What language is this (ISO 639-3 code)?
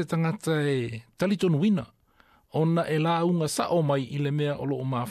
smo